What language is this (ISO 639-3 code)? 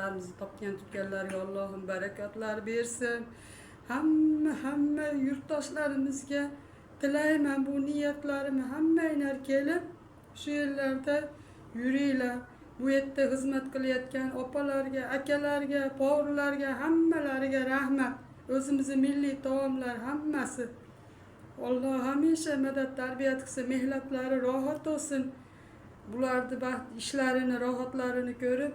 uzb